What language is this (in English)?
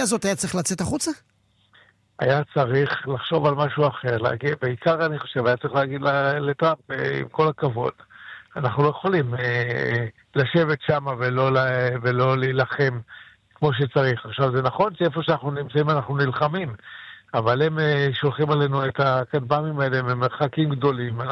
Hebrew